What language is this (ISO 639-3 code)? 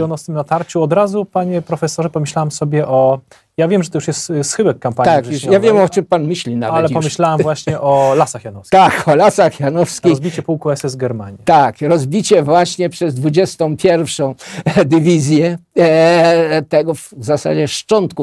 pol